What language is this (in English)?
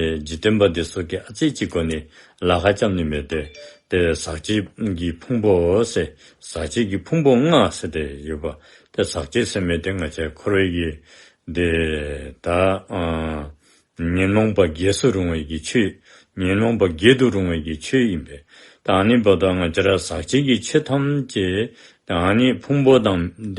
Dzongkha